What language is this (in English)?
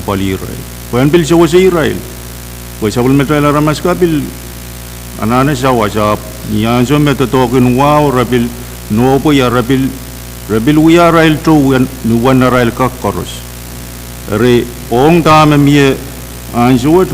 Pohnpeian